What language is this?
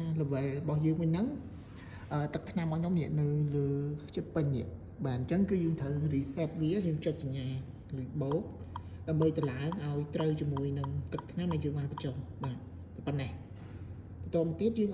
Khmer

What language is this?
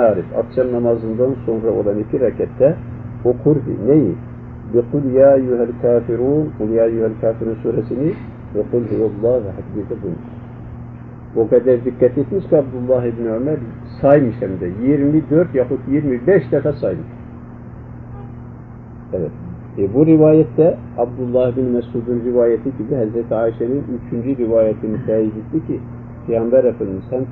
Turkish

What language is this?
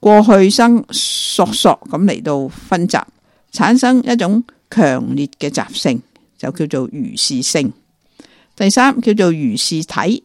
Cantonese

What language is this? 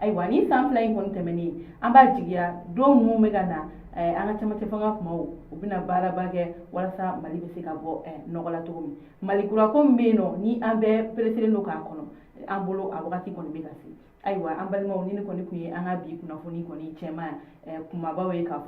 Bambara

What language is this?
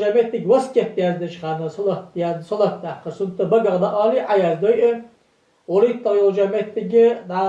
Ingush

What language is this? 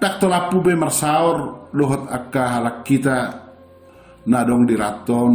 Batak Toba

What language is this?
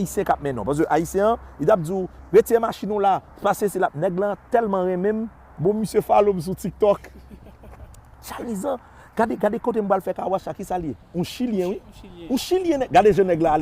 Haitian Creole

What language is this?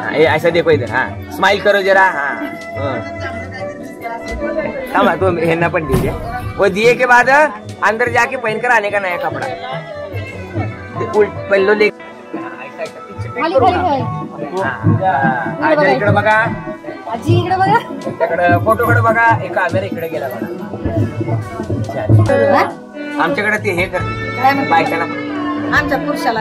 Marathi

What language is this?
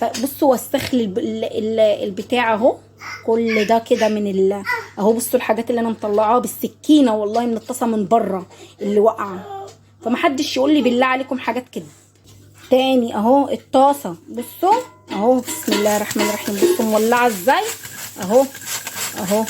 Egyptian Arabic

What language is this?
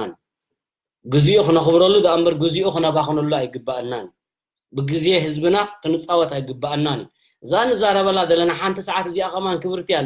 Tigrinya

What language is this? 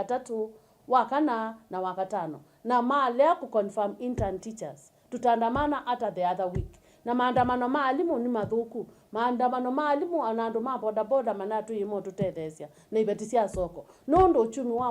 Kamba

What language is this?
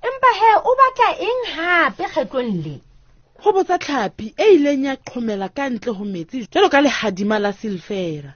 Southern Sotho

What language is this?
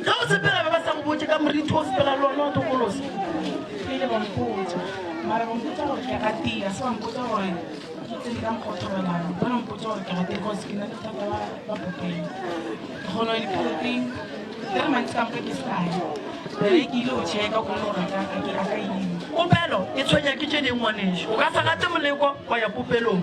Northern Sotho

